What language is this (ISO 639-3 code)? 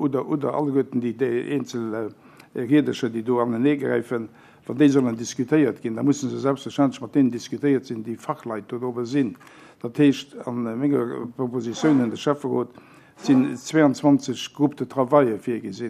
ltz